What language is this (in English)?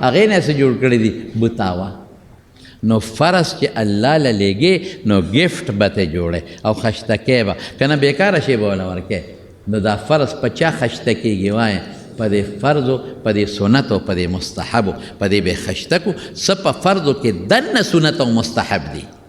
Pashto